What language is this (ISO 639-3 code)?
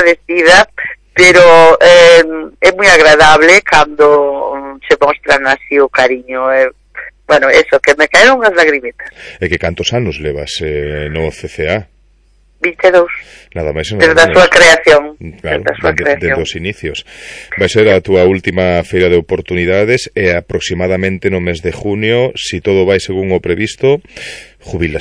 glg